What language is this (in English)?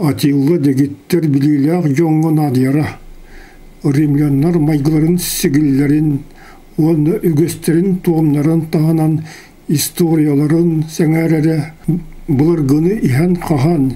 Yakut